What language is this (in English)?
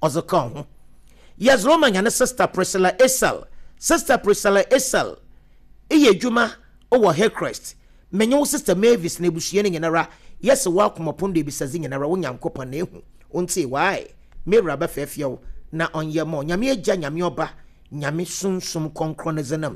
Akan